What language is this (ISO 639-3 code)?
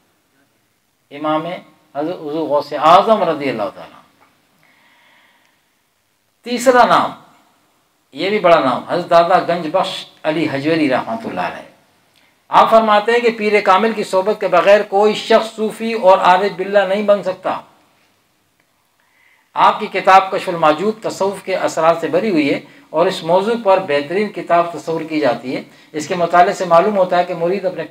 urd